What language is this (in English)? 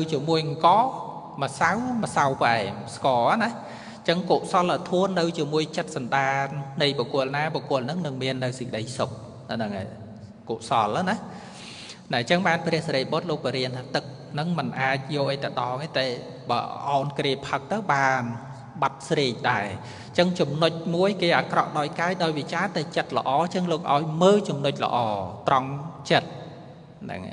Khmer